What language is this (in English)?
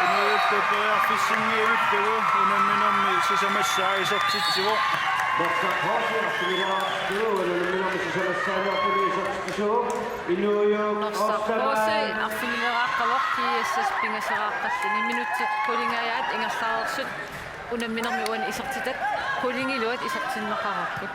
Kalaallisut